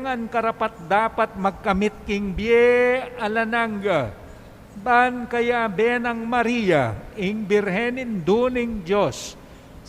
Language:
Pampanga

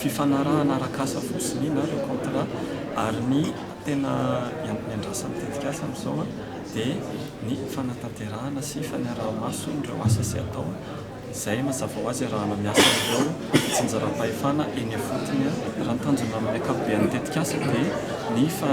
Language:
Malagasy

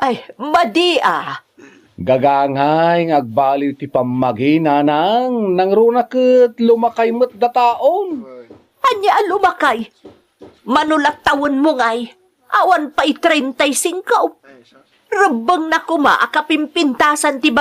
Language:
Iloko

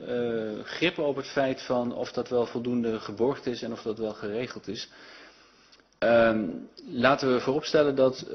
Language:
Dutch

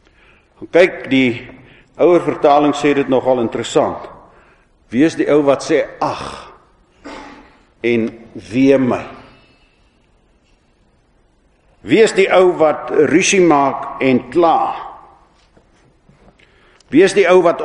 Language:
Afrikaans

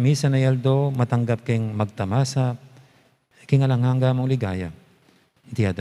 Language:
Pampanga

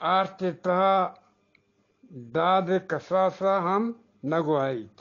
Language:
Eastern Balochi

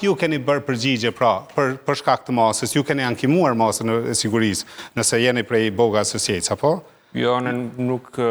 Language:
Albanian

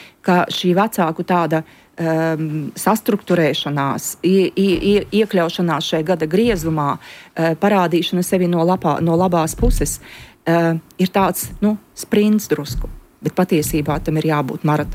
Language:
Latvian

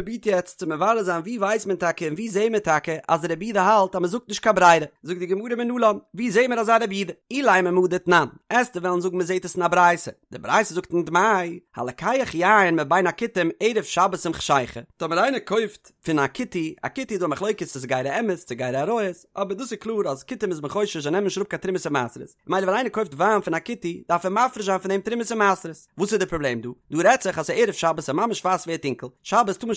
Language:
Yiddish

